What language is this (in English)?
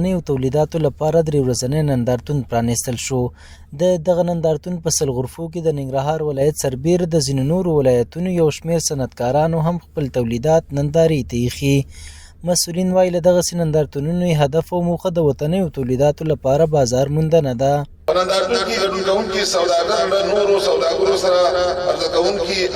Pashto